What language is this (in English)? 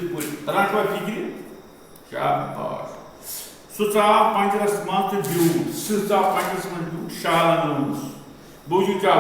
Kashmiri